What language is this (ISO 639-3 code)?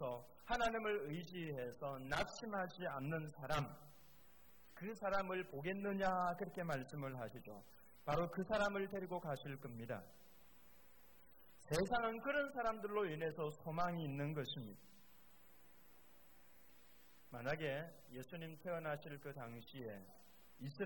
kor